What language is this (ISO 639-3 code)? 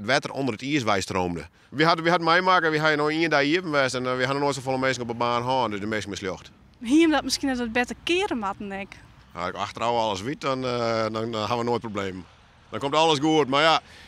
fry